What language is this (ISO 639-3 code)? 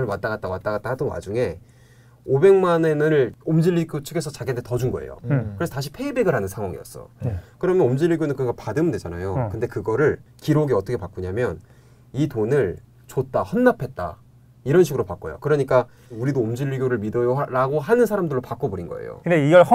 kor